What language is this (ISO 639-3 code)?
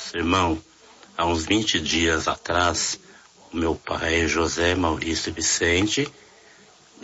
por